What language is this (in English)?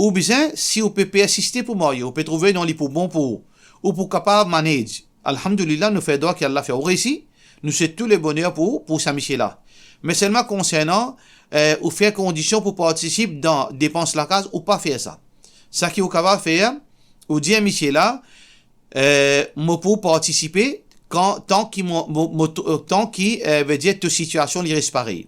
Morisyen